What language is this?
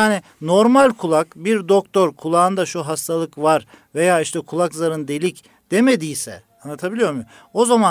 Turkish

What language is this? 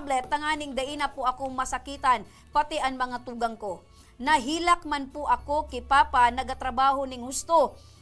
Bikol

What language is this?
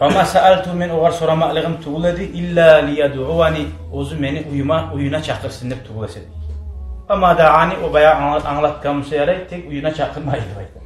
Kumyk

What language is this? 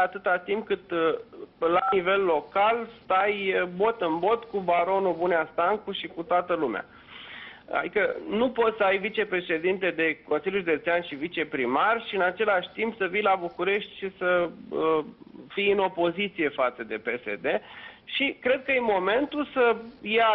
Romanian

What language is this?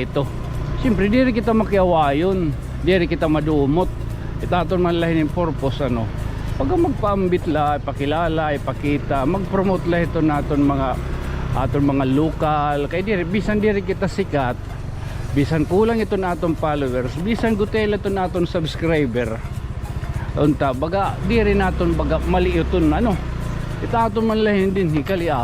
Waray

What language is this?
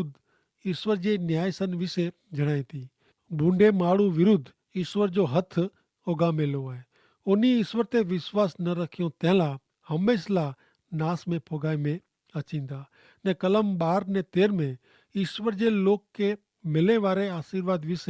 Kachhi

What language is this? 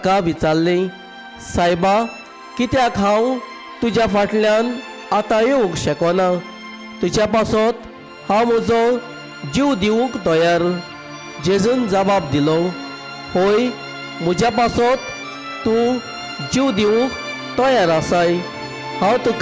Konkani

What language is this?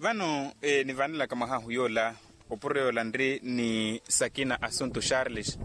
Makhuwa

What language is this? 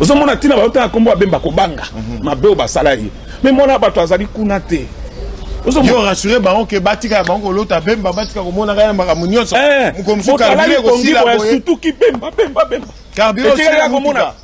Lingala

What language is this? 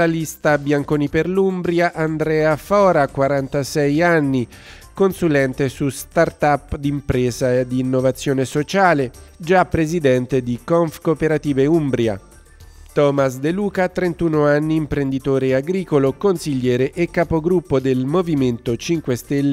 Italian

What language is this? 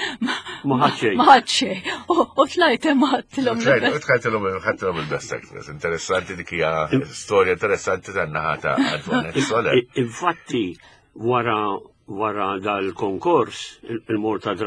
Maltese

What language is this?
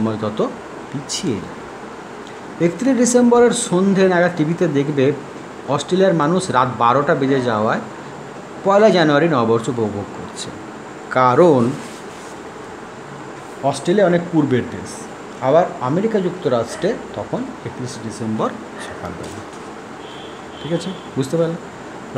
Bangla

